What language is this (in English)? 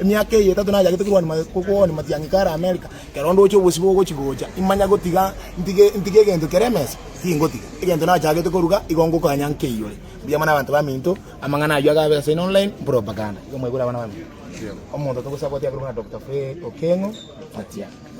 Gusii